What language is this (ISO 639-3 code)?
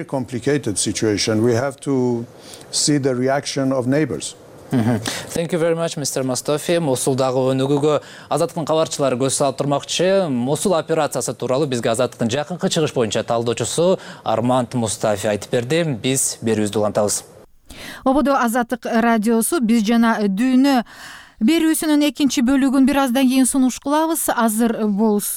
kir